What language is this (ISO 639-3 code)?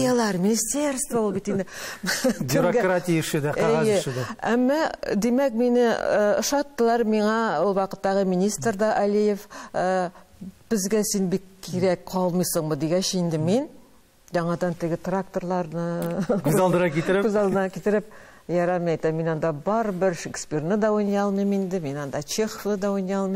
tat